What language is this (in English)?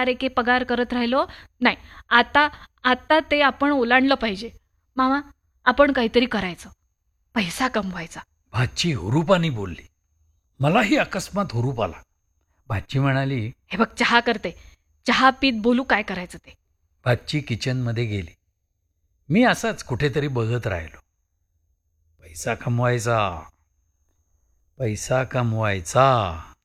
Marathi